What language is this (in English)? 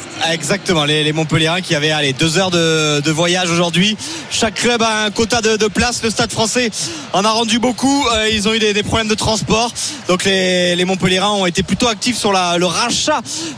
French